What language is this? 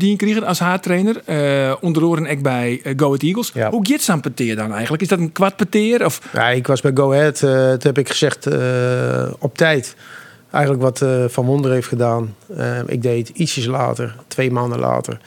Western Frisian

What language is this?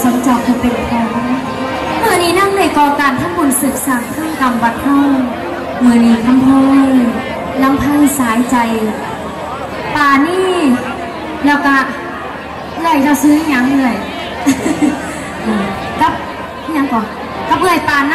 Thai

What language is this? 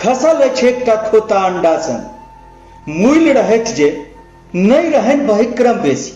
Maithili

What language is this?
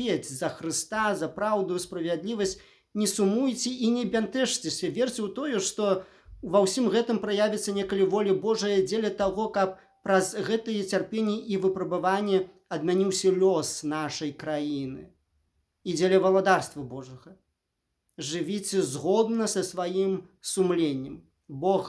Belarusian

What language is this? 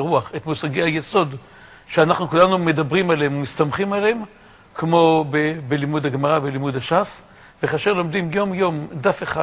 Hebrew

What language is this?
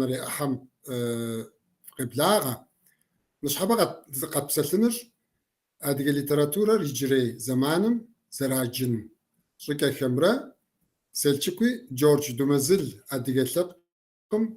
Kabardian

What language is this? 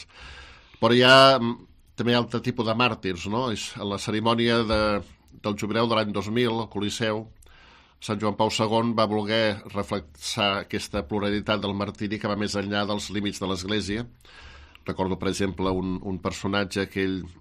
Catalan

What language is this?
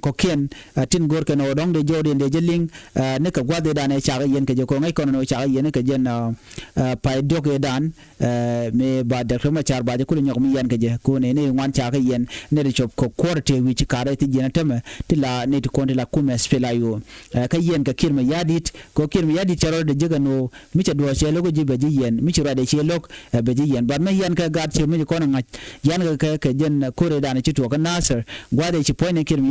Nuer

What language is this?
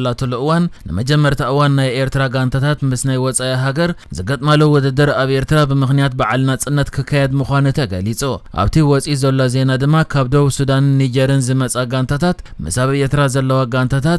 Tigrinya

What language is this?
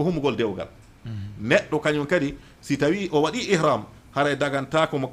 Fula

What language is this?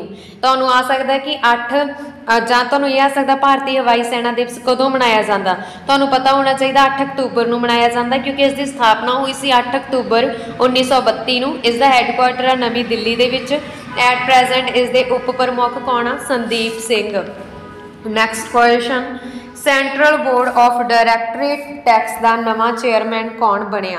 Punjabi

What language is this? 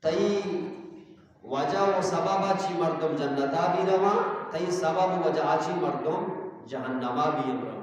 Eastern Balochi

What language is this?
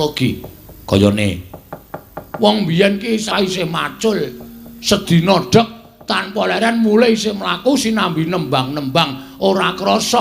Javanese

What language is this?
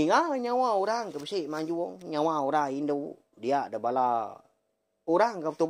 Iban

